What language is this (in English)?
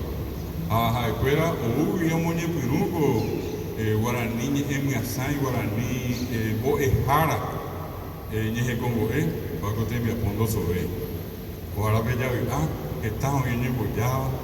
Guarani